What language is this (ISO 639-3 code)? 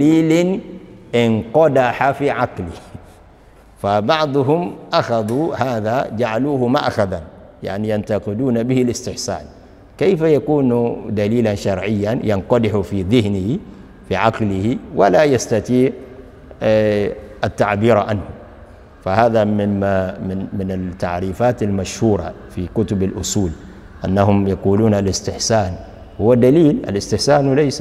ara